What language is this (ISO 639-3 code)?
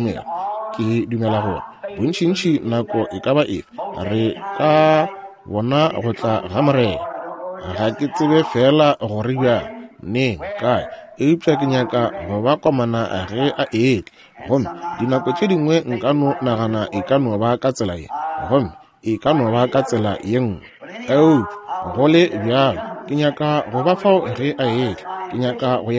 nso